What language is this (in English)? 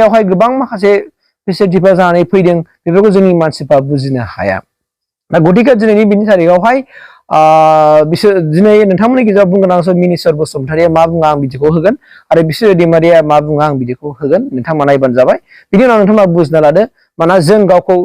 Bodo